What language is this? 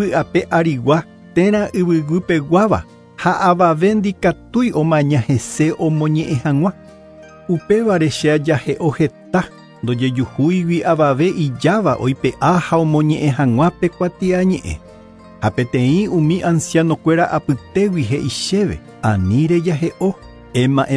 Guarani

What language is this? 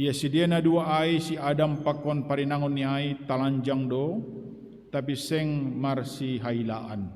Batak Simalungun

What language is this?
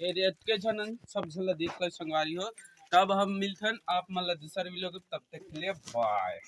Chhattisgarhi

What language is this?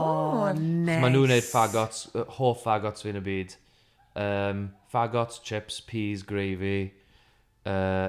Welsh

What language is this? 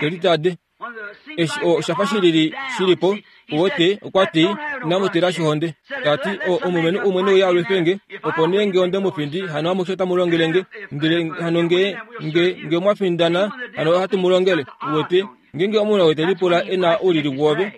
Kuanyama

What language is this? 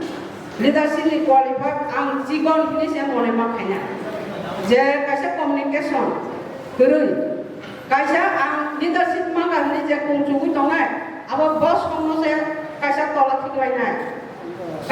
Kok Borok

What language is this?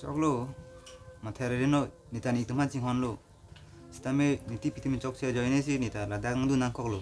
Karbi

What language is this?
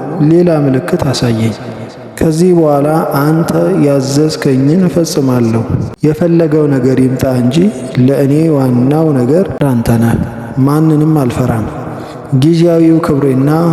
Amharic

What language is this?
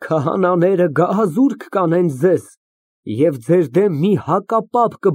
Armenian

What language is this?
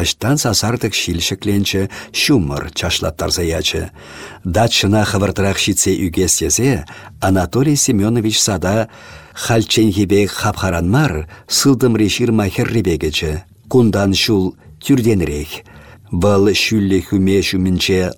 Chuvash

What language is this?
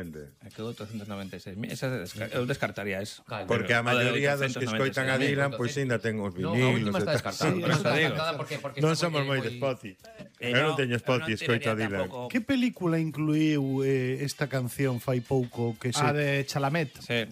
Galician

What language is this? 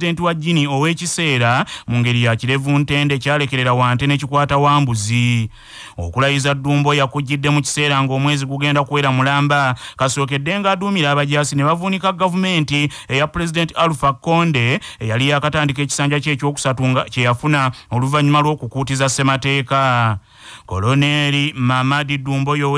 Ganda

